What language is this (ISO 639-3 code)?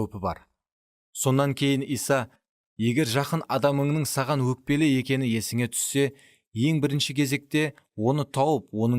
kaa